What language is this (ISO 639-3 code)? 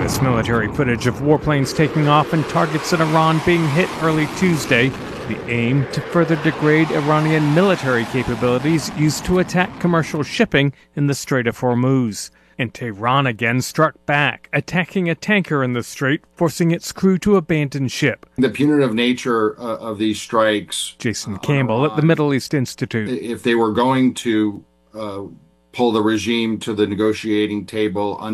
eng